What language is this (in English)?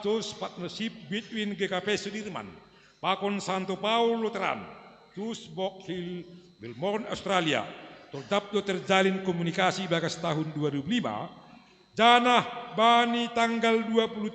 Batak Simalungun